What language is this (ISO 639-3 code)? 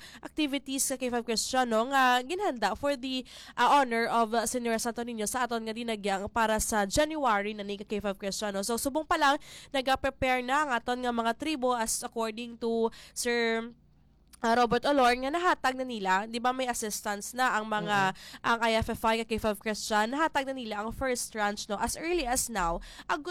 hil